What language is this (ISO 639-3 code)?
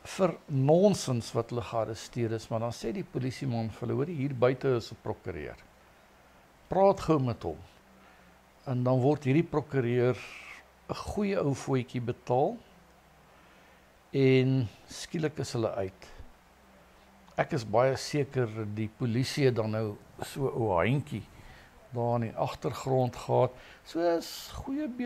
afr